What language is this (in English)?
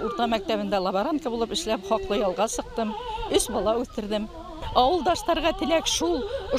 Bashkir